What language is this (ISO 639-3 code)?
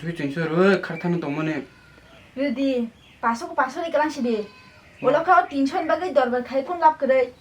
trp